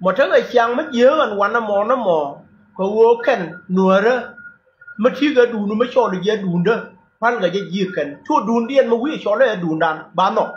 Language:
Nuer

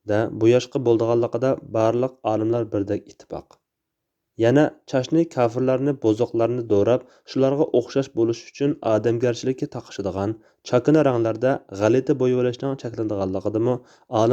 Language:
Uyghur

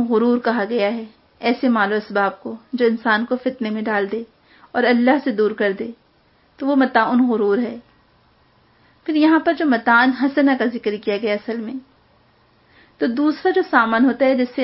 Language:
Urdu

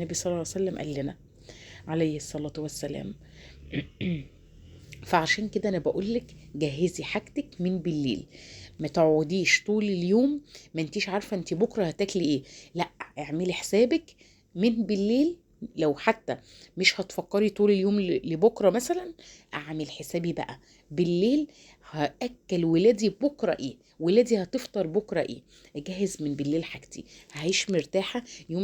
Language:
Egyptian Arabic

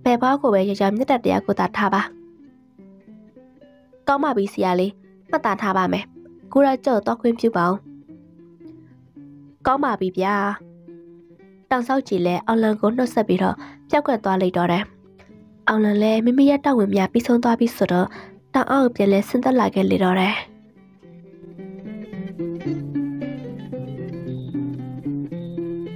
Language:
Burmese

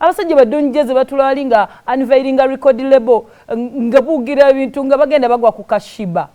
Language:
Ganda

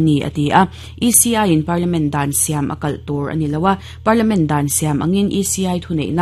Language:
Mizo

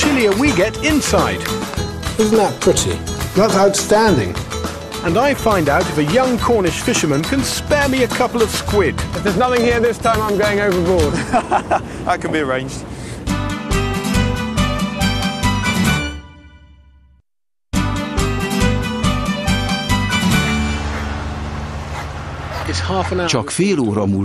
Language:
Hungarian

